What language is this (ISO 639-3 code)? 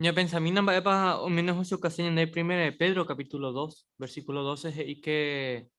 grn